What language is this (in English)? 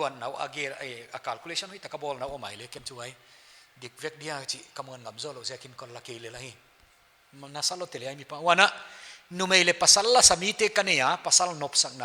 Paite Chin